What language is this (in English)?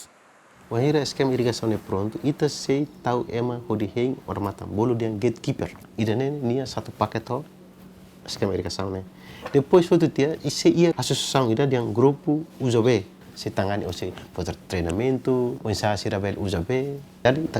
Tetum